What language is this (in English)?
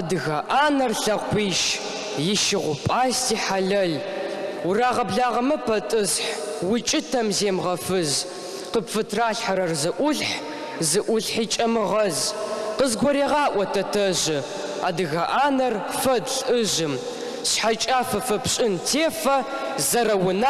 Adyghe